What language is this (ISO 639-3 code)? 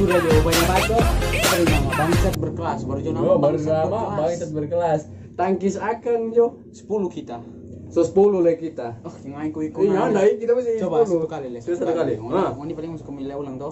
xmm